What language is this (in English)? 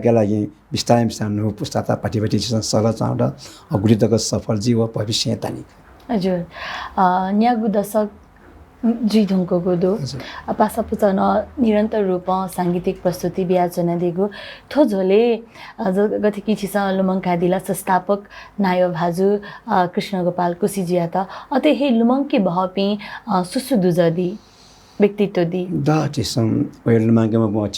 Newari